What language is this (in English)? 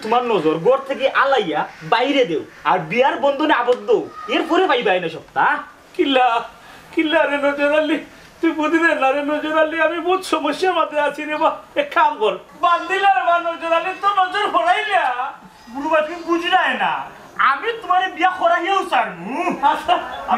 Sylheti